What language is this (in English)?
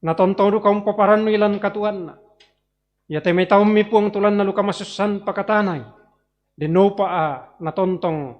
Toraja-Sa'dan